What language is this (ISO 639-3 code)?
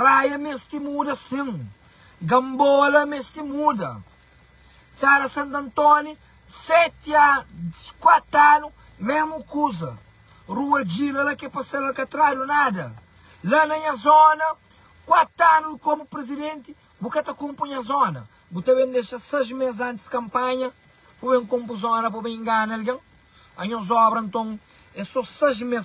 kea